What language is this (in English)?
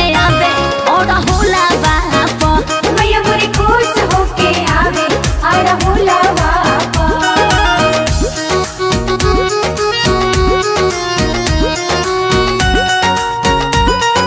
Bhojpuri